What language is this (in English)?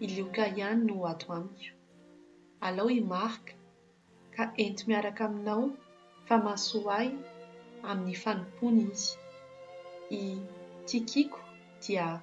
Malagasy